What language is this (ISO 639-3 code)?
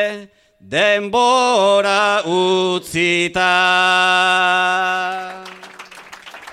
eus